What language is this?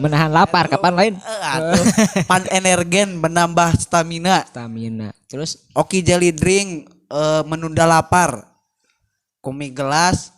Sundanese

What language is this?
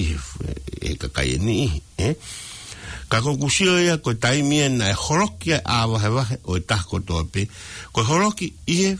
Tongan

